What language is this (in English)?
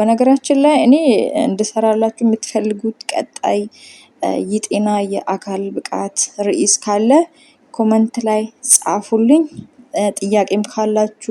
Amharic